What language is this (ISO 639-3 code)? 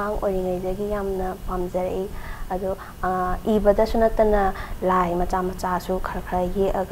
mni